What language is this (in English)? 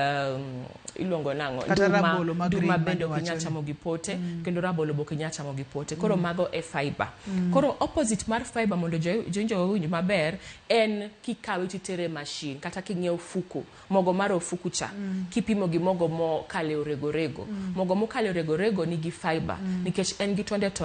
Luo (Kenya and Tanzania)